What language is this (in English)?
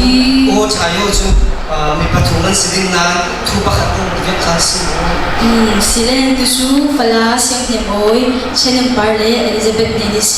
Falam Chin